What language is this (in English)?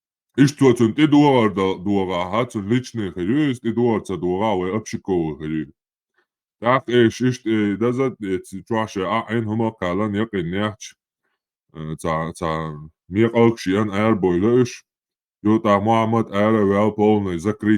Chechen